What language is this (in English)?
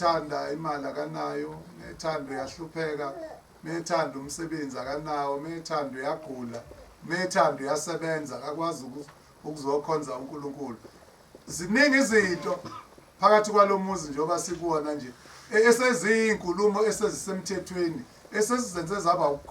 Zulu